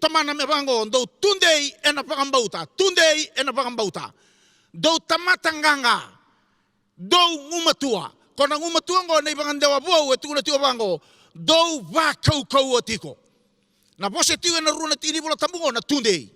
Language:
Fijian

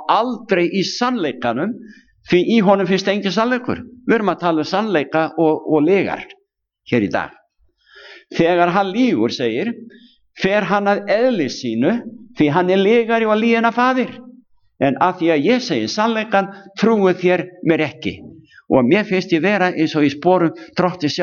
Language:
Icelandic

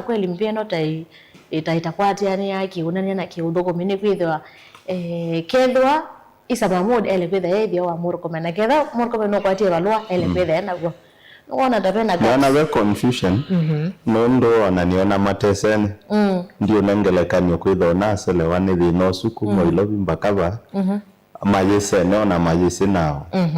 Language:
Kamba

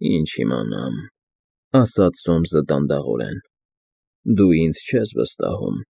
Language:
Armenian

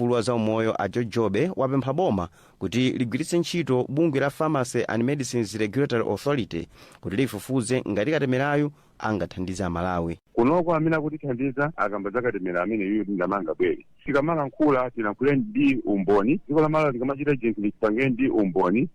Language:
Nyanja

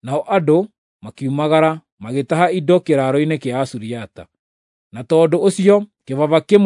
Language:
Kikuyu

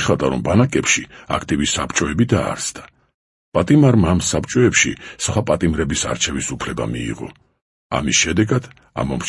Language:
Georgian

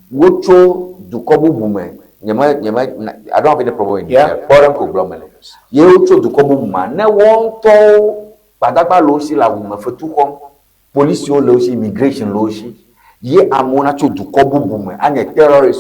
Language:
Ewe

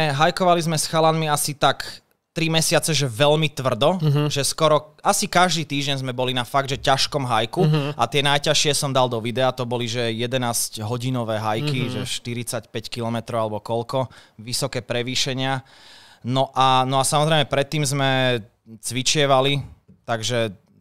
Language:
Slovak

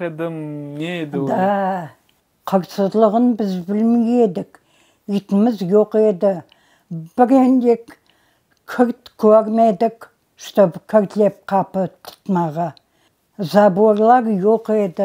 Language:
Crimean Tatar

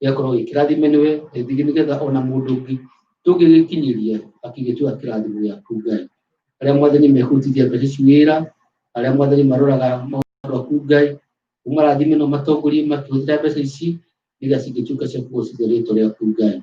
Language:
Kikuyu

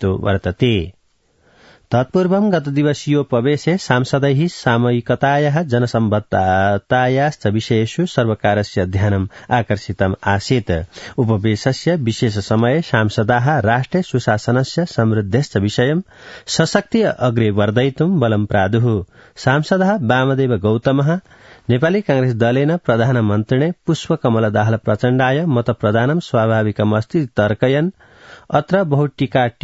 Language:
Sanskrit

